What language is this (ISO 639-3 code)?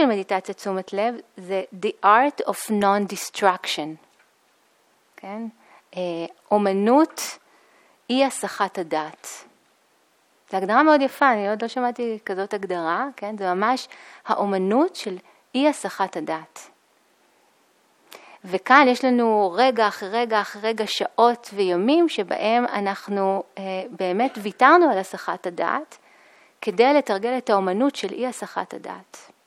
heb